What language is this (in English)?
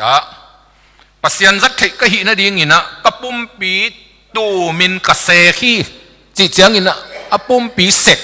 Tedim Chin